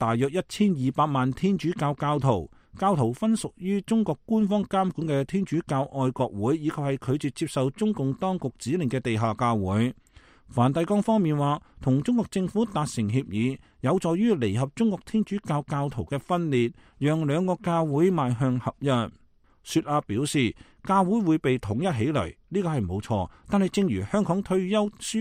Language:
Cantonese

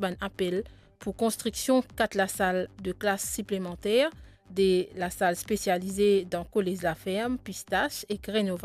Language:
Morisyen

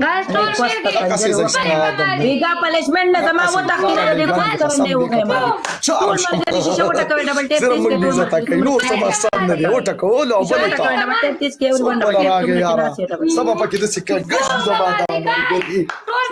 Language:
Pashto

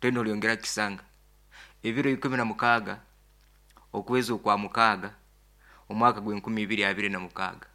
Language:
Nyankole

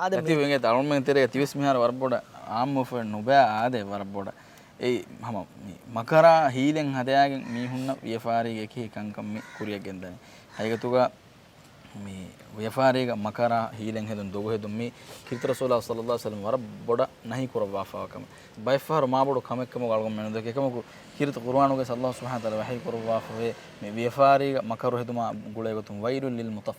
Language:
Divehi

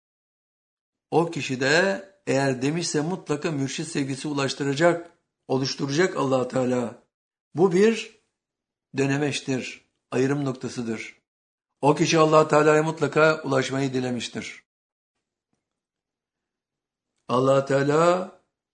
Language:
Turkish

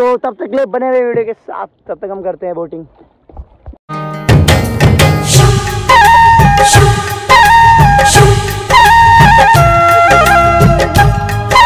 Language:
Hindi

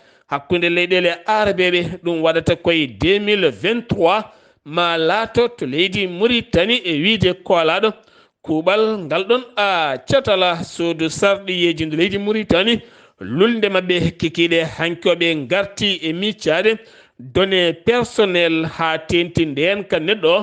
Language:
Fula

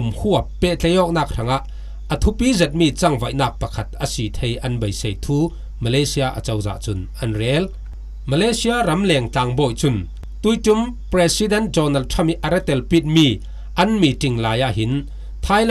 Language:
Falam Chin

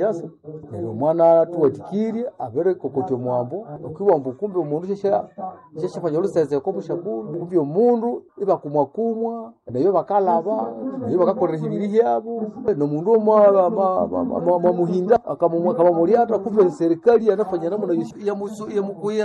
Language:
Nande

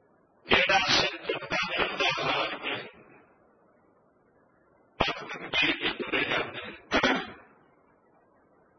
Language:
Punjabi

